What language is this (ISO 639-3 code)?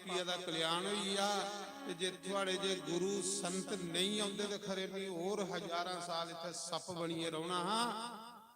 doi